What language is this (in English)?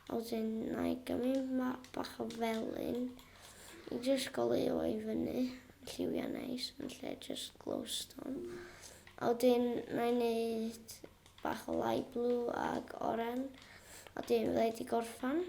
Welsh